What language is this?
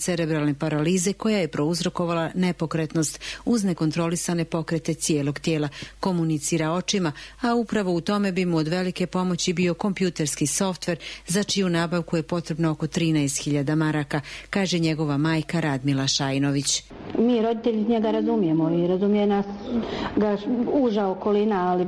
Croatian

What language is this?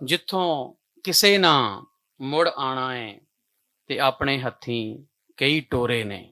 Western Panjabi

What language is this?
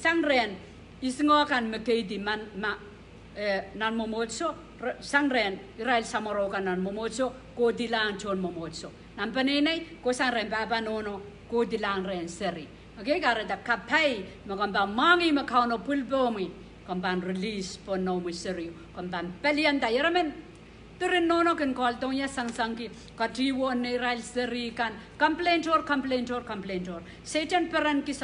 Pohnpeian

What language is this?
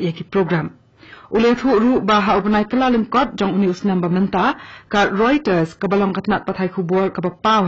Khasi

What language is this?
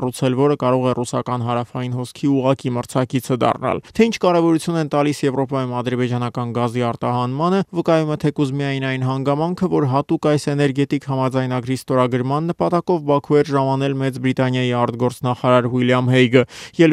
Armenian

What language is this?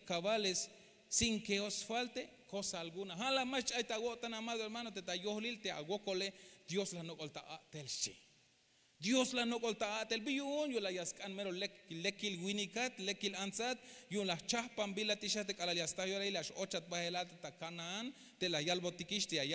Tzeltal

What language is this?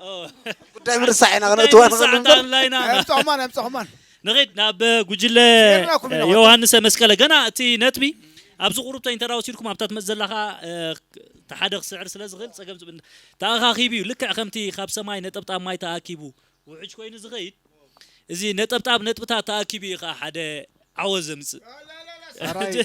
Tigrinya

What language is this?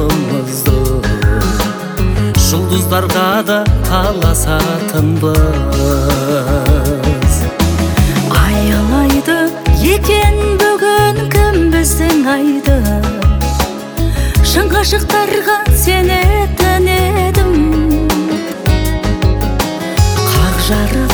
Kazakh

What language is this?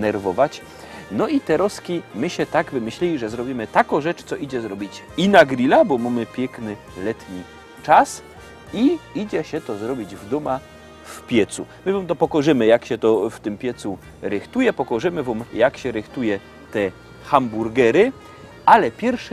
Silesian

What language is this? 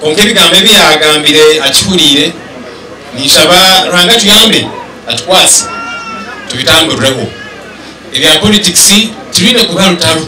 Nyankole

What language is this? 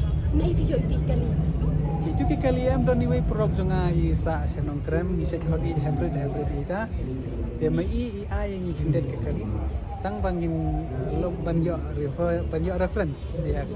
Khasi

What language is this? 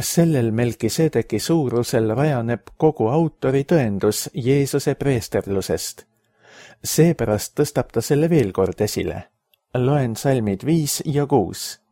Estonian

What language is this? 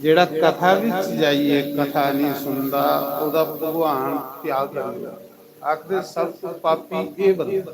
Dogri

